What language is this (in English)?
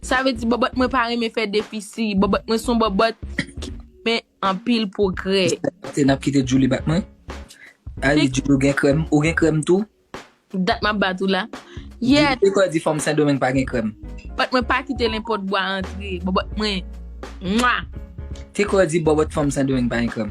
Haitian Creole